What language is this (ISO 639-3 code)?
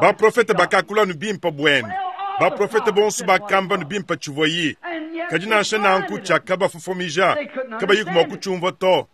lua